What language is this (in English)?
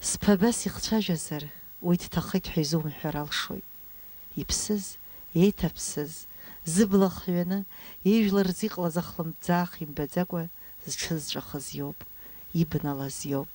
Abkhazian